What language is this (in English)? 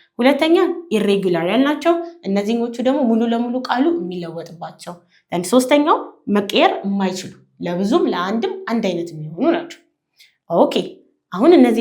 Amharic